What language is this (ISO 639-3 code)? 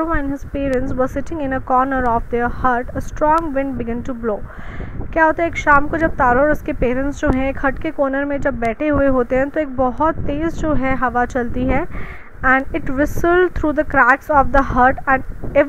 hin